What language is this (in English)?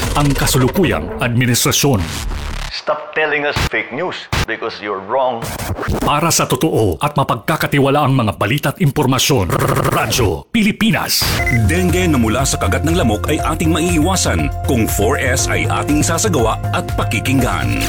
Filipino